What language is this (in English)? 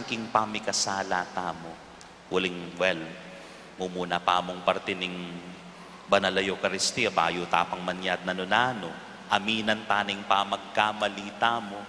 Pampanga